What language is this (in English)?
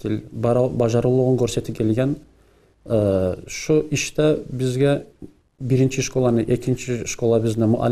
Kumyk